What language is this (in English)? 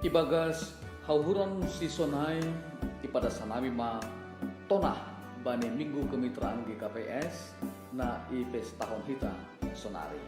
Batak Simalungun